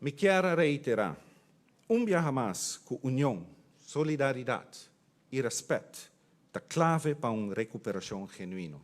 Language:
Papiamento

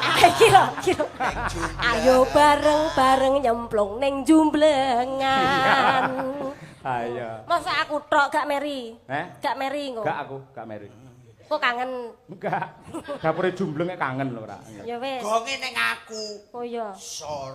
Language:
Javanese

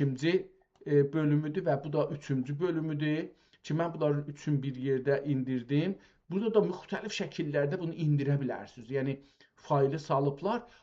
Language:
South Azerbaijani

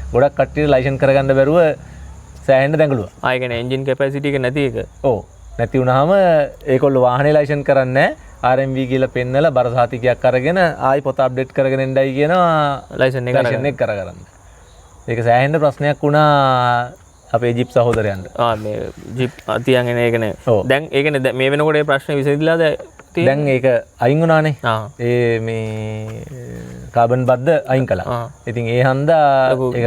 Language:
Sinhala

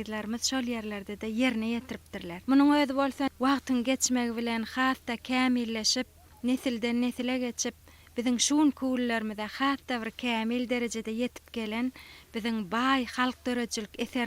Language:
Turkmen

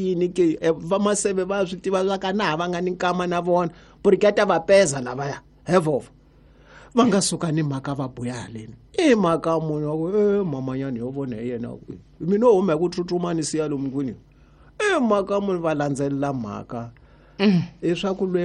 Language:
Tsonga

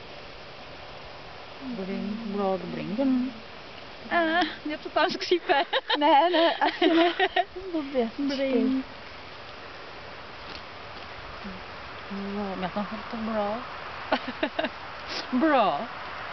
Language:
Czech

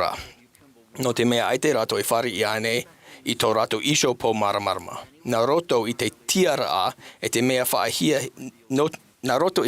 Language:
Tahitian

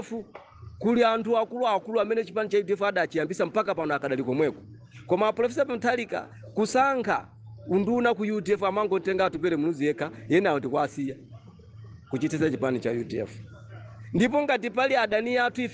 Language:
Nyanja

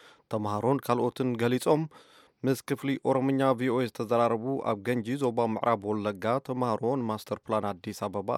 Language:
Tigrinya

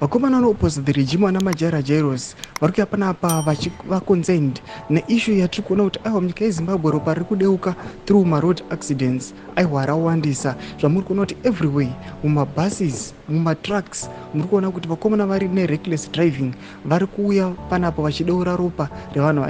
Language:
Shona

